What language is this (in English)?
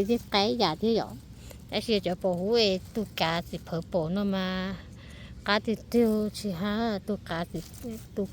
Hmong